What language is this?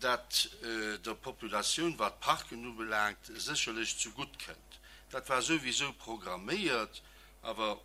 Luxembourgish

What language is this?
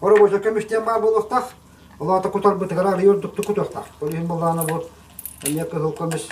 Yakut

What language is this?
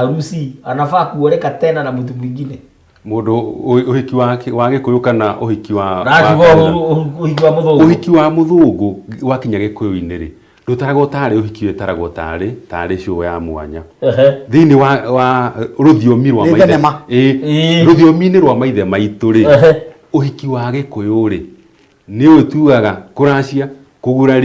Kikuyu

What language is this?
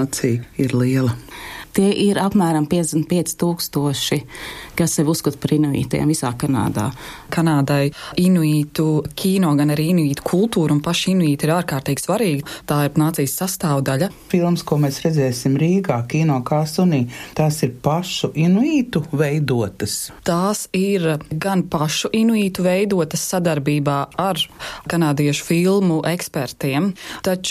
Latvian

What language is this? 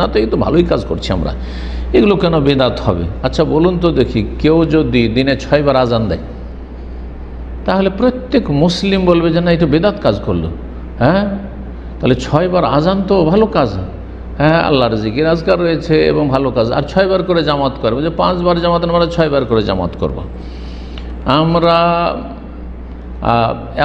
Bangla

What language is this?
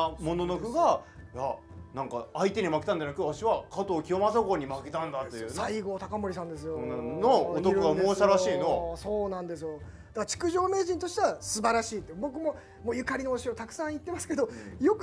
Japanese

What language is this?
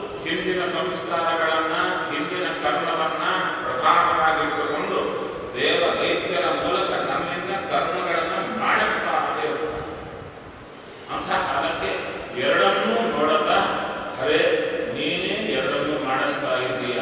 Kannada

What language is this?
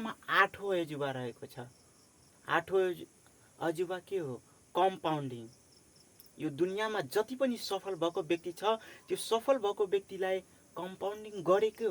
Nepali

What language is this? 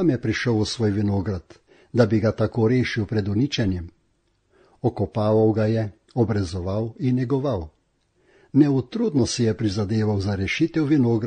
Slovenian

